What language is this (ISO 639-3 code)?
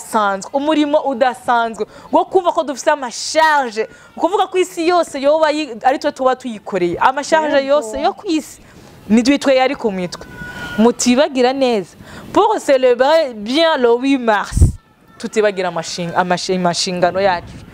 run